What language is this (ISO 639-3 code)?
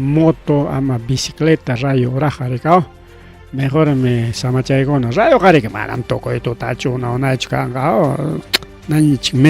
quy